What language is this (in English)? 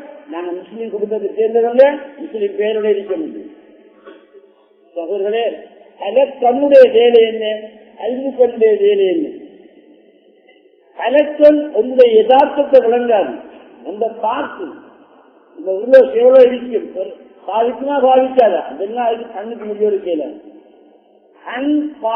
Tamil